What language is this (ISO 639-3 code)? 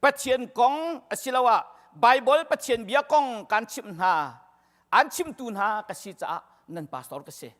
cnh